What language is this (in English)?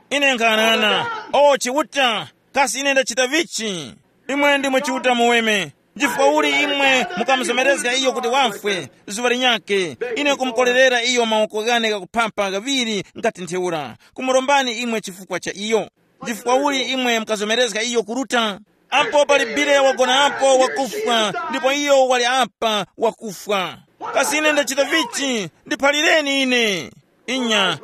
Tumbuka